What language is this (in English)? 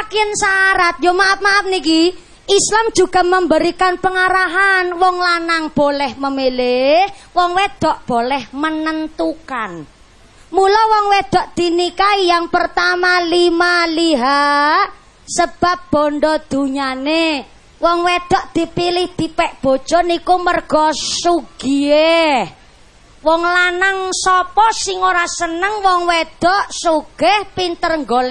Javanese